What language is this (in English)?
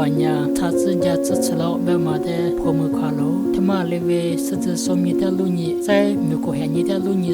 Lisu